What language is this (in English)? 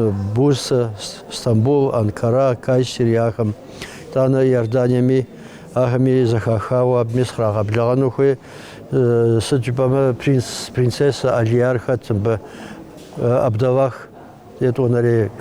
Kabardian